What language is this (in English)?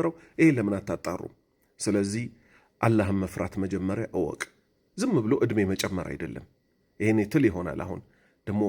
Amharic